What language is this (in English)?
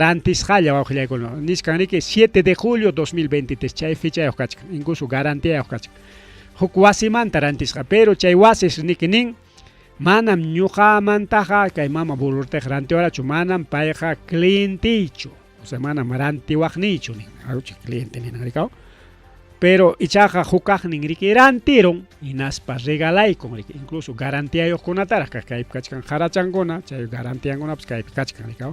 Ayacucho Quechua